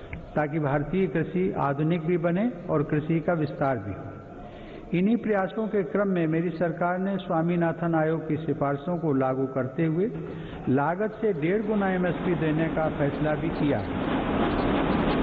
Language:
Hindi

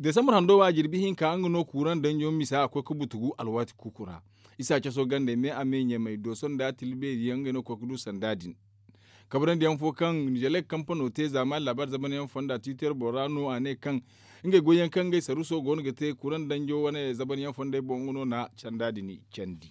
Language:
Zarma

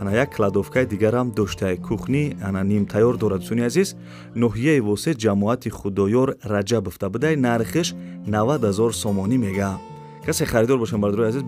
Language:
Tajik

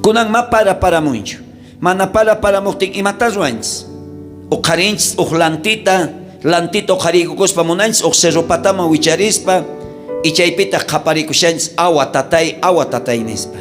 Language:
South Bolivian Quechua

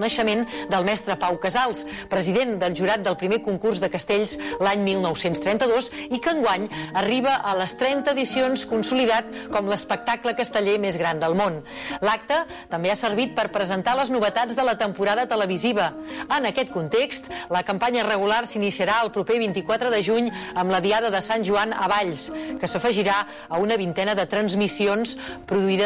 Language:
Catalan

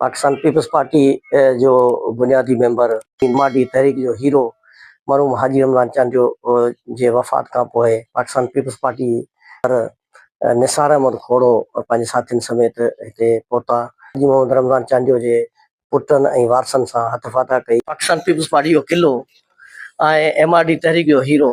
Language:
Sindhi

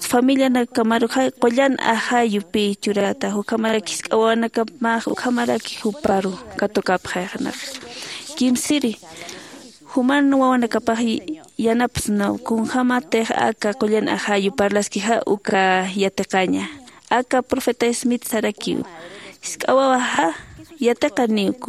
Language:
Aymara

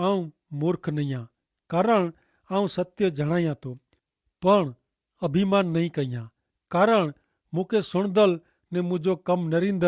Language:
Kachhi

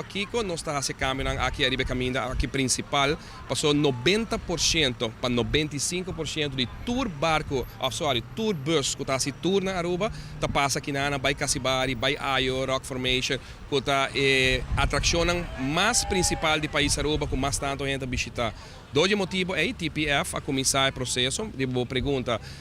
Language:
Papiamento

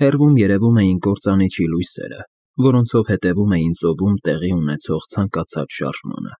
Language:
Armenian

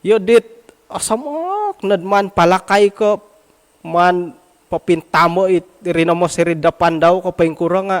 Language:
Central Dusun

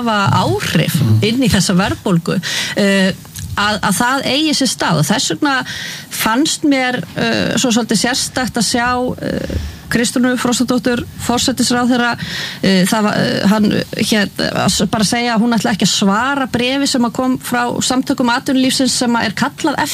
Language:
Icelandic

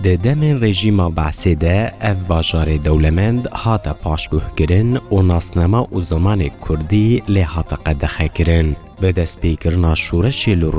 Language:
Kurdish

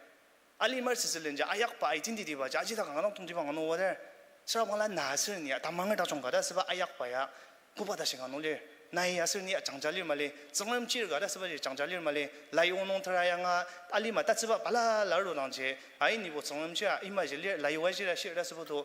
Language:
Ao Naga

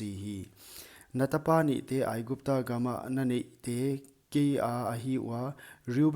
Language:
Paite Chin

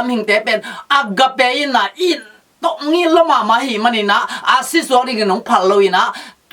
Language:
Tedim Chin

